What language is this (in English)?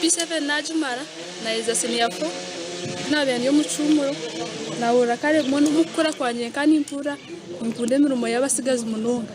Nyankole